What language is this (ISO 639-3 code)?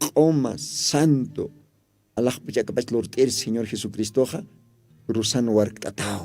aym